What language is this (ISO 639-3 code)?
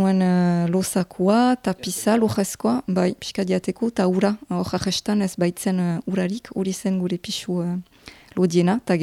eus